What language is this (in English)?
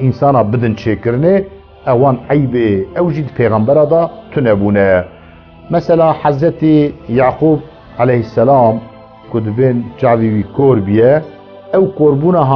Kurdish